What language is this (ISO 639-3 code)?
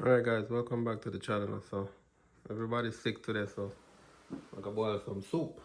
jam